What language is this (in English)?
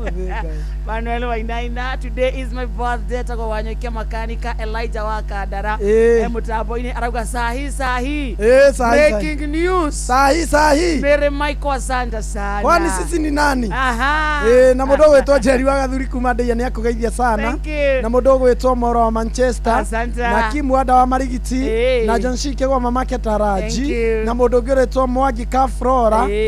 Kikuyu